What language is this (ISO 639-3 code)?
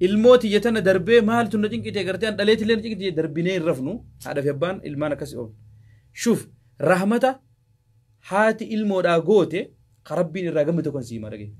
orm